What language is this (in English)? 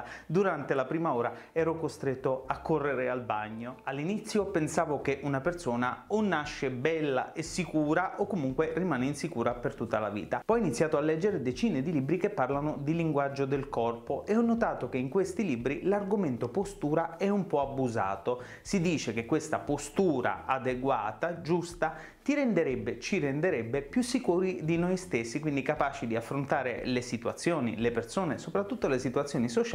Italian